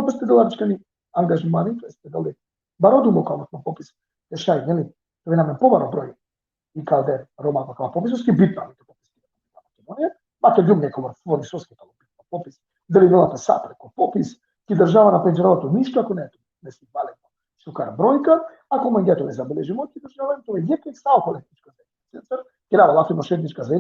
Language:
Balkan Romani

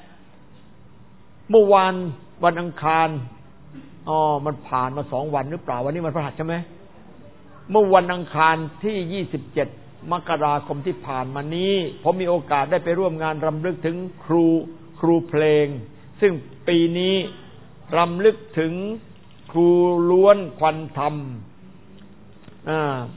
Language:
Thai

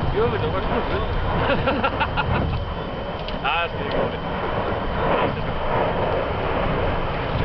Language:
Icelandic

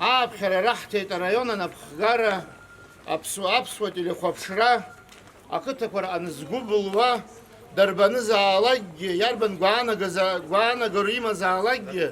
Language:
Abkhazian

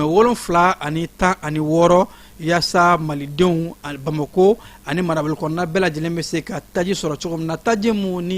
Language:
Bambara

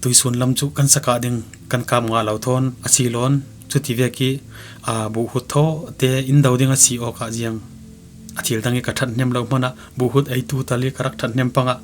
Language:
Falam Chin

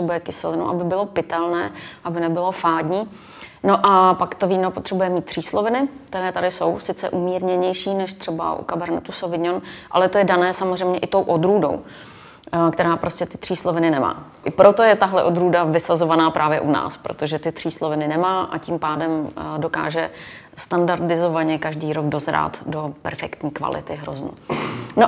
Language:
Czech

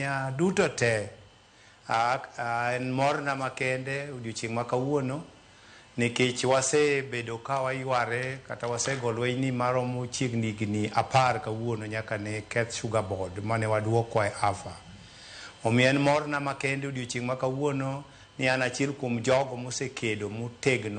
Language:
Luo (Kenya and Tanzania)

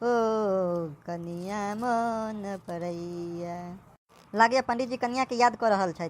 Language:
Maithili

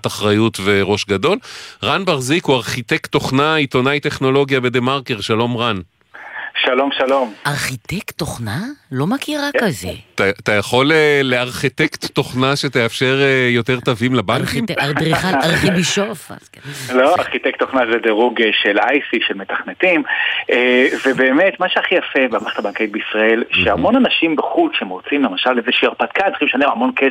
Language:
Hebrew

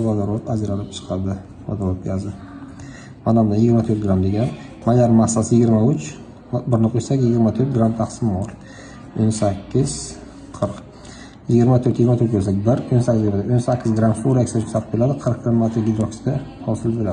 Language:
Uzbek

